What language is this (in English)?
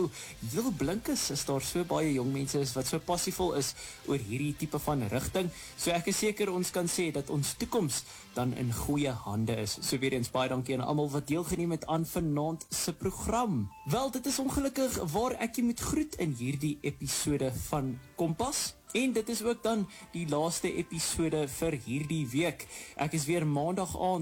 Afrikaans